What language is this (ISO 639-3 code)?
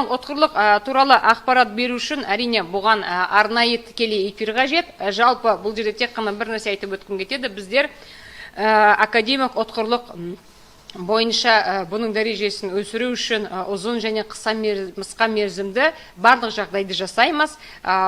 kaz